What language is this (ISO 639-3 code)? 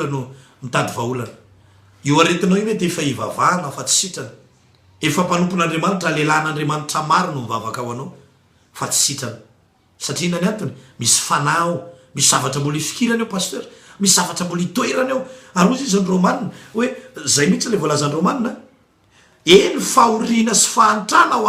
mlg